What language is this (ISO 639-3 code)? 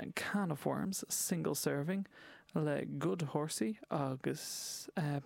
gle